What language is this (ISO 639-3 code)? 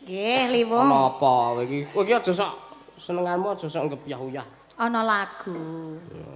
jav